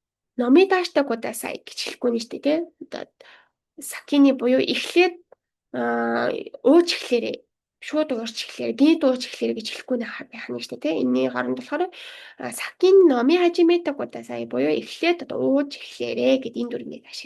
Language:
Mongolian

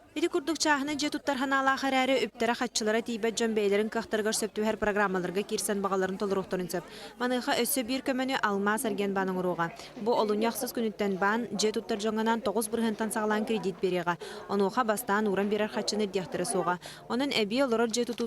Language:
Yakut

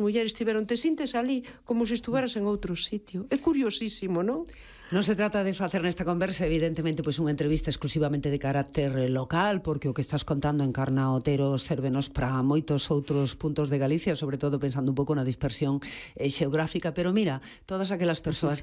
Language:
Galician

